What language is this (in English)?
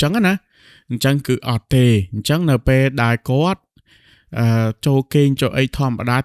Khmer